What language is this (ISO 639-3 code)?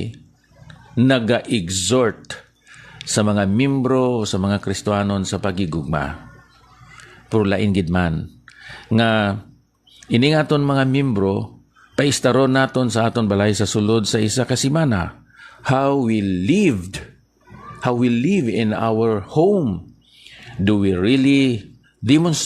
hil